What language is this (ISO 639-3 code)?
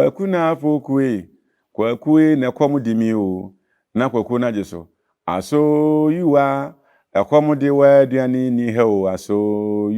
aka